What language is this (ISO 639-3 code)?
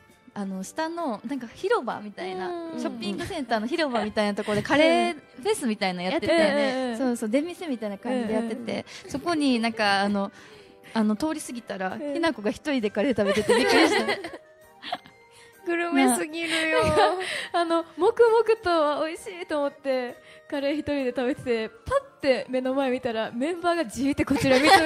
jpn